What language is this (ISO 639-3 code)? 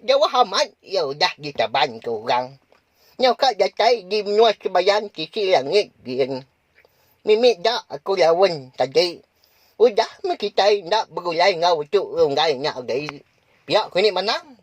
iba